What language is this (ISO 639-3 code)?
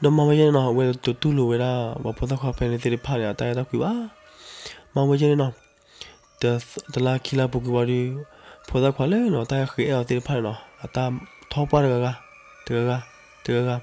ksw